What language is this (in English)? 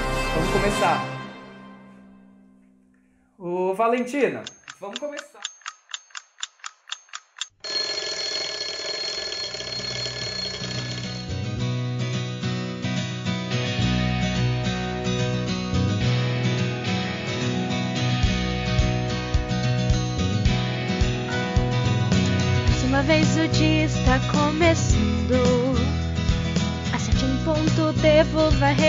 Portuguese